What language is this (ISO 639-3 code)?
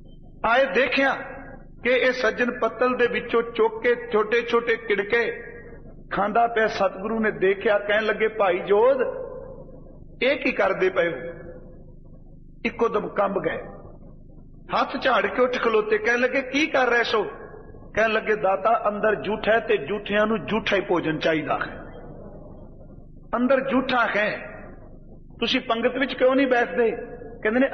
pan